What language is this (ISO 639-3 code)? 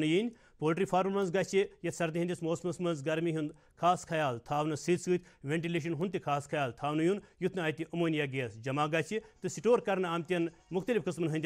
kas